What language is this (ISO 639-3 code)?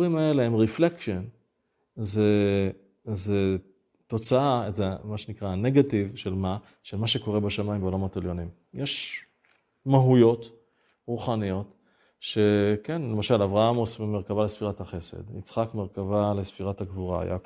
heb